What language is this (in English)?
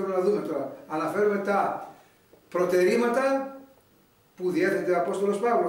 Greek